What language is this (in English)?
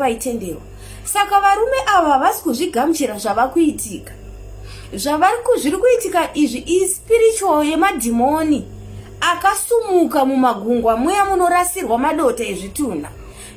Shona